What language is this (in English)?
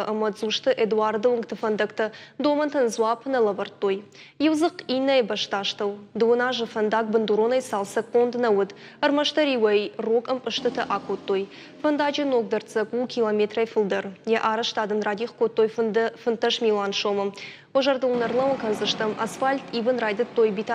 Ossetic